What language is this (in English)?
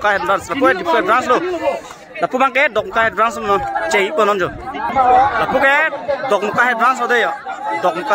Karbi